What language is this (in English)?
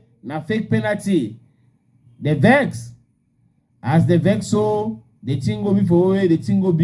Cameroon Pidgin